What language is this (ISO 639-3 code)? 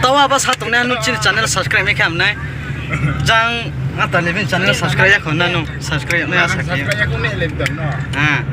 ria